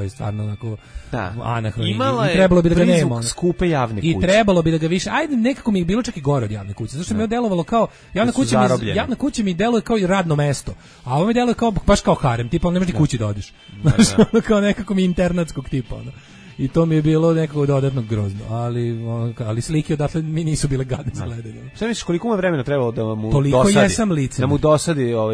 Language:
Serbian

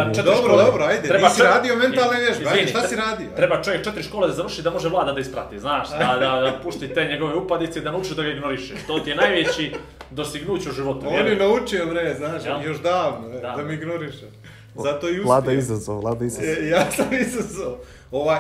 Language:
Bosnian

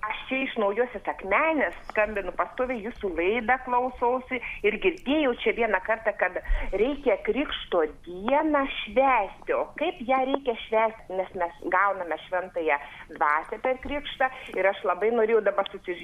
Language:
Lithuanian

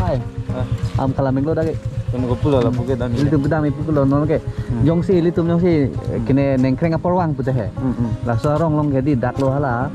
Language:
Karbi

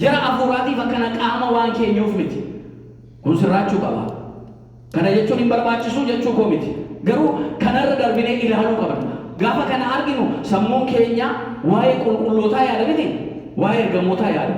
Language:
Oromo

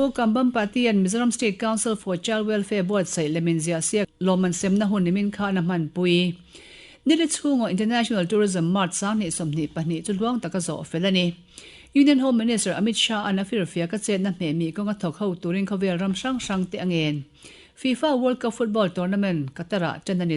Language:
Mizo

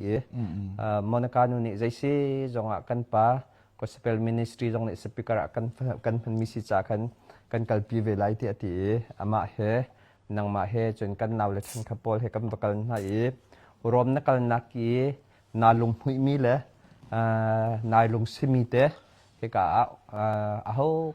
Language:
Hakha Chin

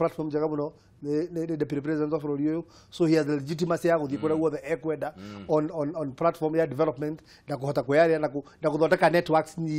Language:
Kikuyu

